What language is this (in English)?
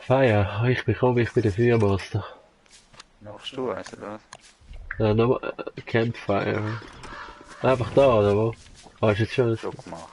Swiss German